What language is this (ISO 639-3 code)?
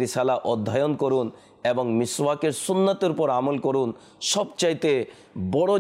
ben